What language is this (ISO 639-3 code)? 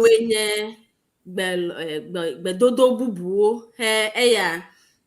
ewe